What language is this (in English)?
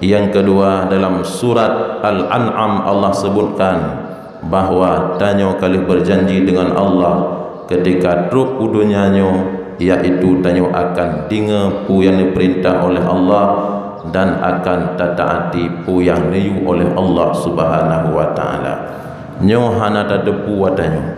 Achinese